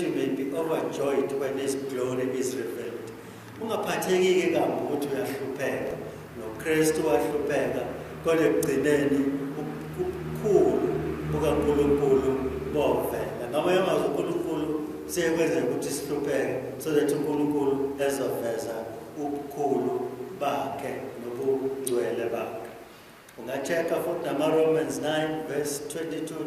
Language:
Zulu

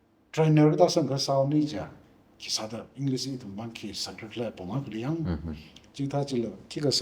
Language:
Tangkhul Naga (India)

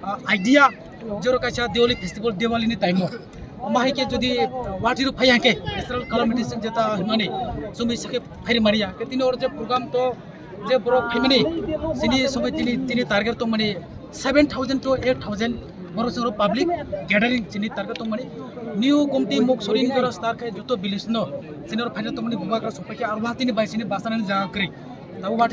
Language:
Kok Borok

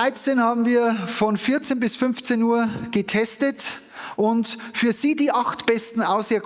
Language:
Bavarian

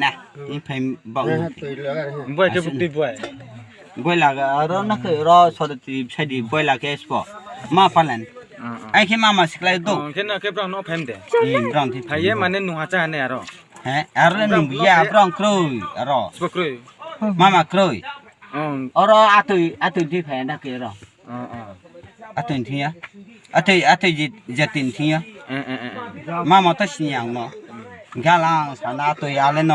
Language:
Riang (India)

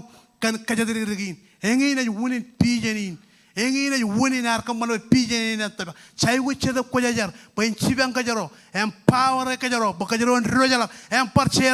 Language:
Marshallese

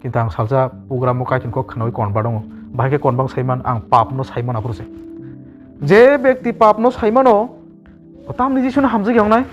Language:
Kok Borok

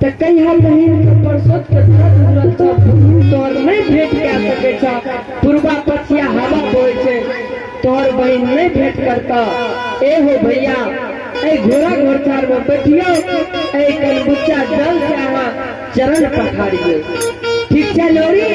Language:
Maithili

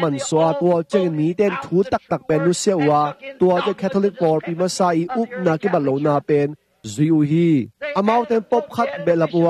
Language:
Tedim Chin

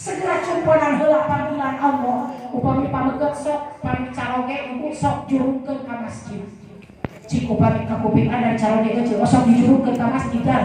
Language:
Sundanese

